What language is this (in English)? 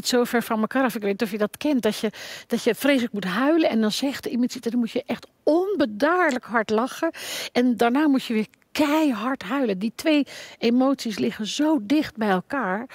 Dutch